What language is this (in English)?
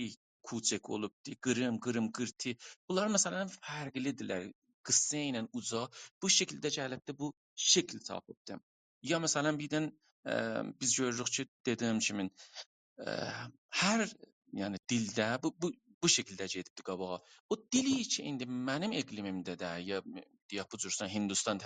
South Azerbaijani